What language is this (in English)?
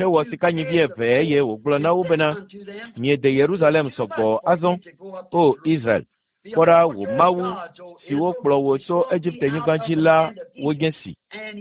Ewe